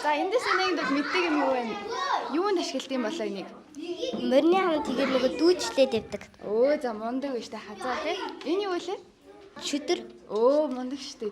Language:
Mongolian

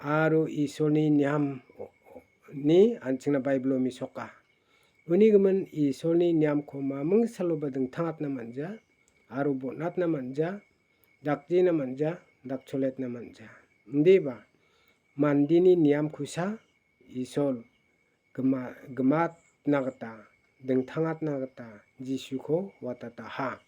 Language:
Garo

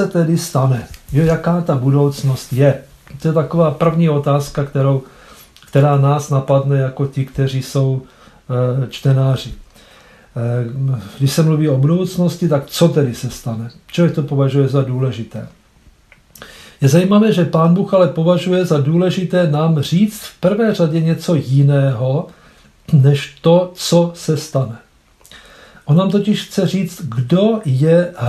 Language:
Czech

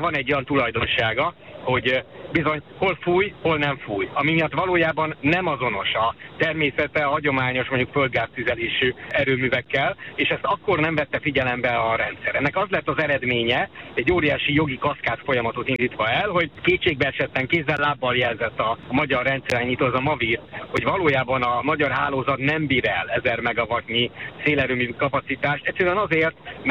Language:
Hungarian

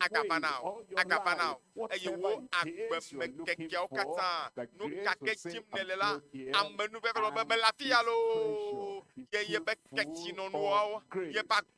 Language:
Ewe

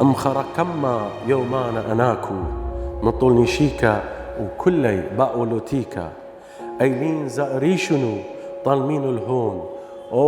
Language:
Assyrian Neo-Aramaic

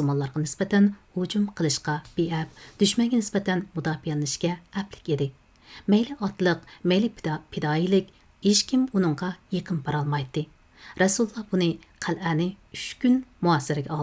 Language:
Uyghur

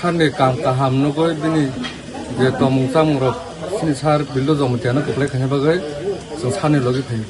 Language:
Kok Borok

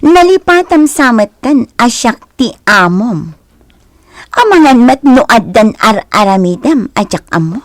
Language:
Iloko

